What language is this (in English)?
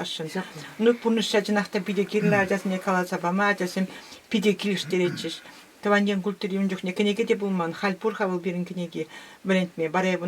Chuvash